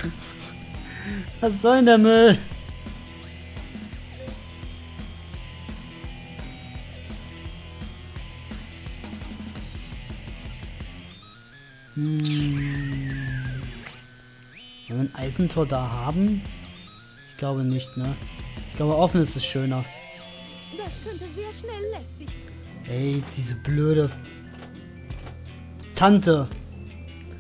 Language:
German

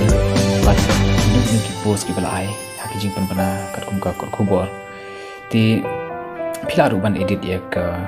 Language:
Khasi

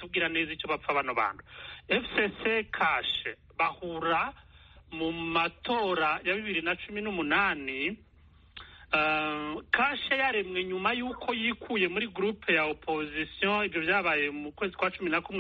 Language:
Kinyarwanda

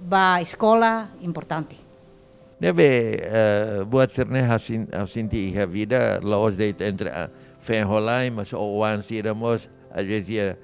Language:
Tetum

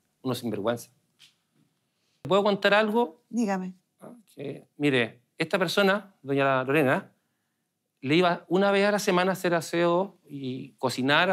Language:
Spanish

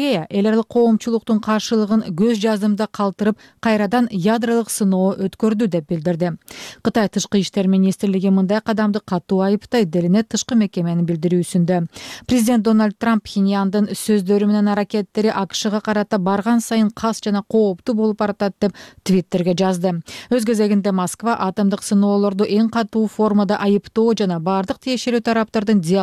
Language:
Kyrgyz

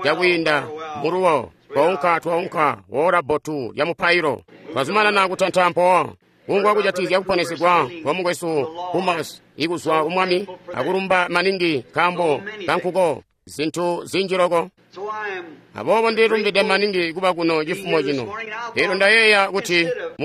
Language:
Tonga (Zambia)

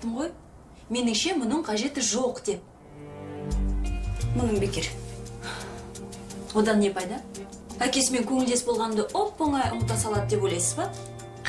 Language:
Kazakh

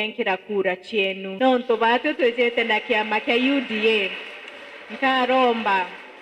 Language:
Meru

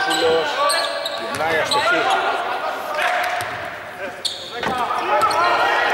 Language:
Greek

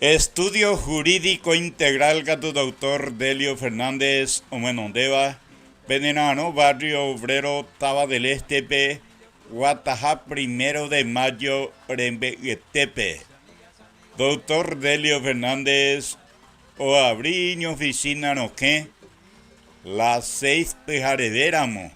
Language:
Guarani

